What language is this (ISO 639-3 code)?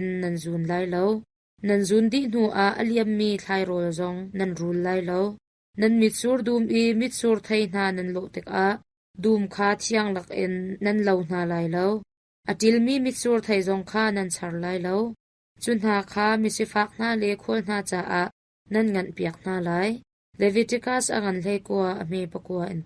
cnh